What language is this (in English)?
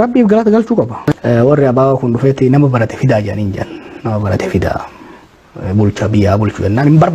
Oromo